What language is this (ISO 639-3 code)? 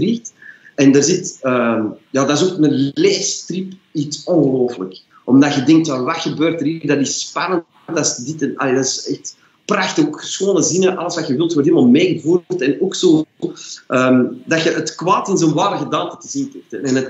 nld